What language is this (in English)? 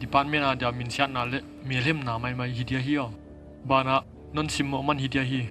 Paite Chin